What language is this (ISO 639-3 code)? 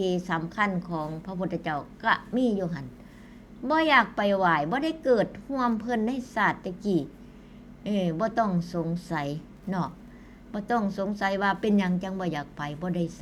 tts